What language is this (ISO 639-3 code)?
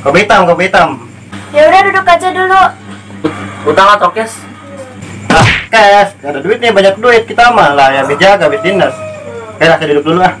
bew